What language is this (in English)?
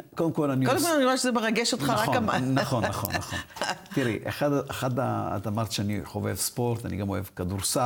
Hebrew